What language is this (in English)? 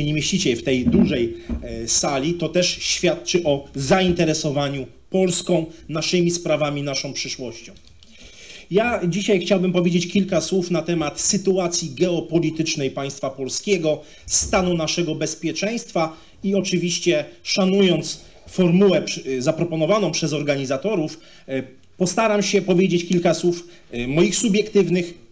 Polish